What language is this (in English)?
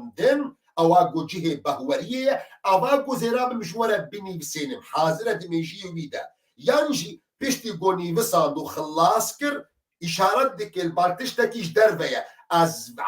Kurdish